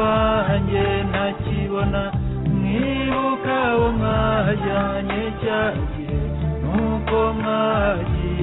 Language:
Kinyarwanda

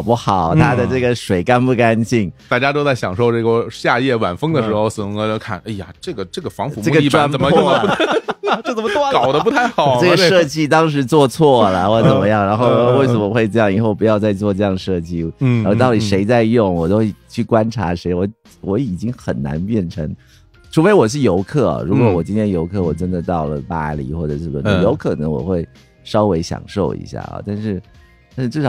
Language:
Chinese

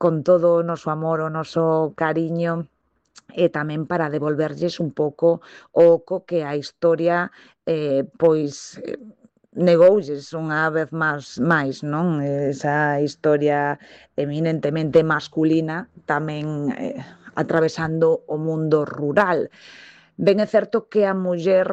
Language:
Galician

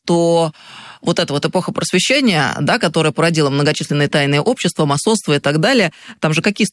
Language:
Russian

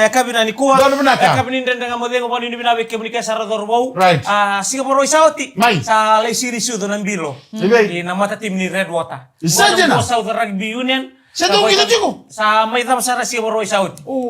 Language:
Fijian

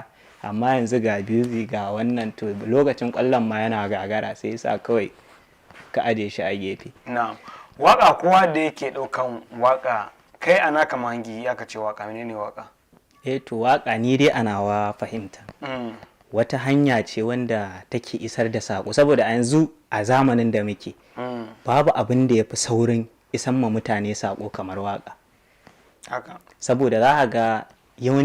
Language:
Hausa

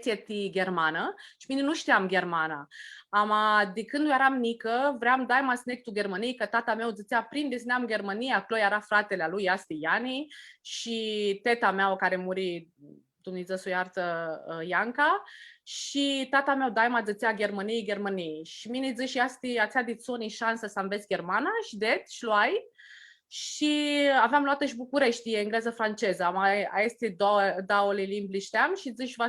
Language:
Aromanian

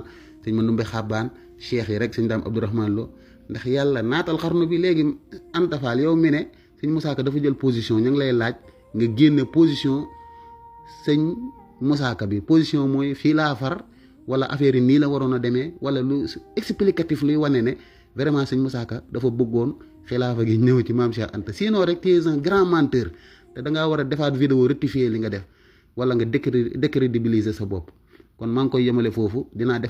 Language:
Wolof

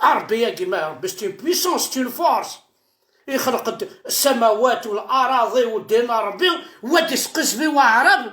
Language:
Kabyle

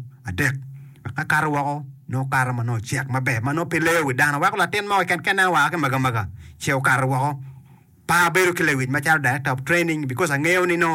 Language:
Acoli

